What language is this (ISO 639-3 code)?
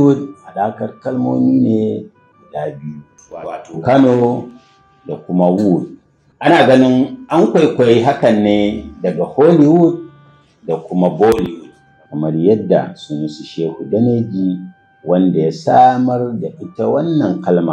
hau